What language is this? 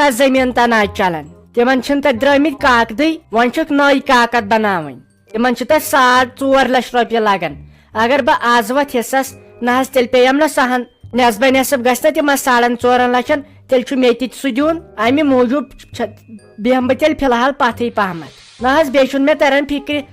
Kashmiri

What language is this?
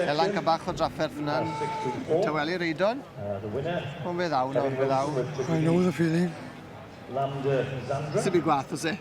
Welsh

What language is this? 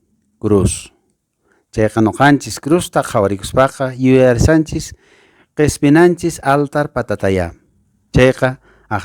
Quechua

